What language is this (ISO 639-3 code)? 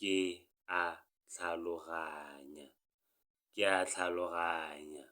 tsn